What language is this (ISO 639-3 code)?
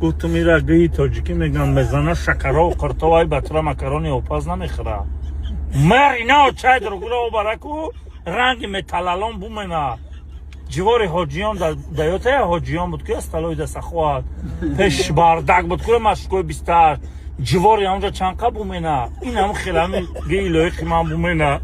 tgk